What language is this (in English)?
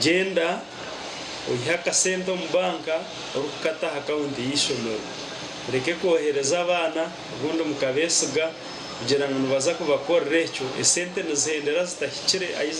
Nyankole